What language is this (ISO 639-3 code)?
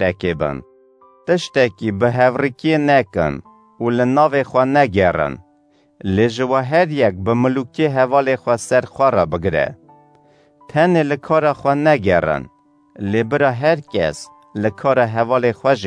kur